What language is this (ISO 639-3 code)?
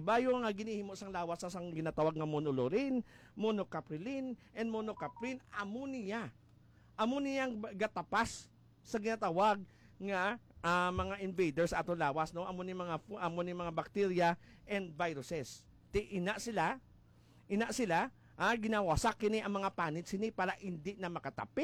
hil